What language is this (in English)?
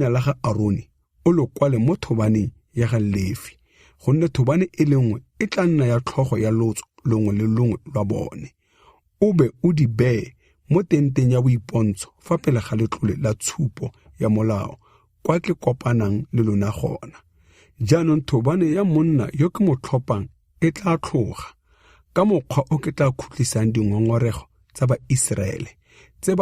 Tswana